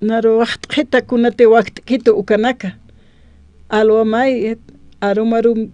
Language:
Aymara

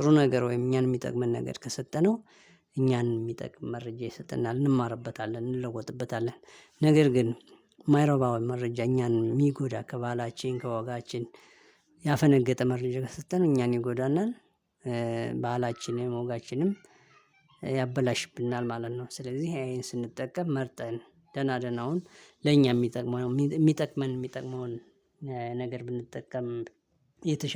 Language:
Amharic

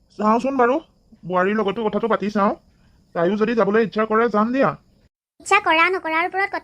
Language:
Assamese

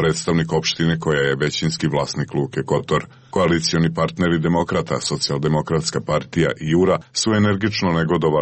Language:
Croatian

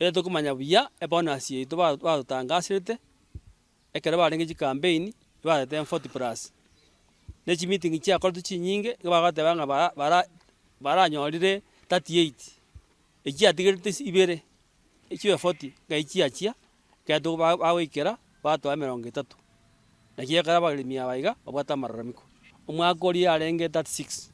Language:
Gusii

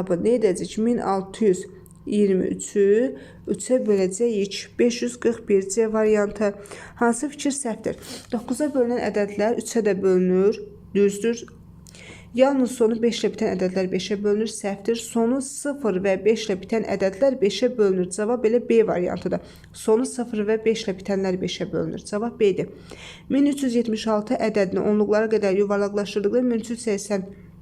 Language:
Azerbaijani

